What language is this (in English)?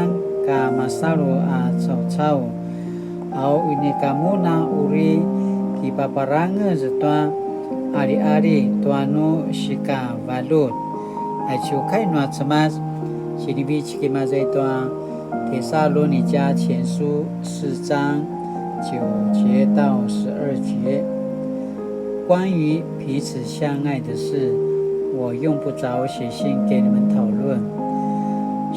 Paiwan